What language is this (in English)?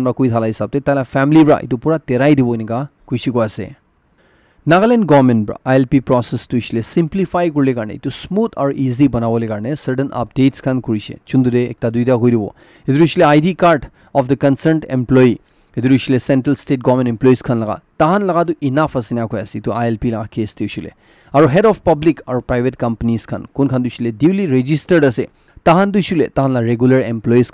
Naga Pidgin